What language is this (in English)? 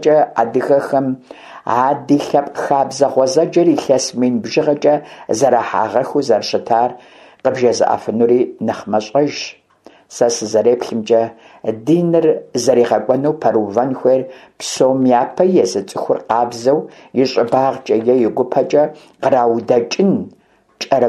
Kabardian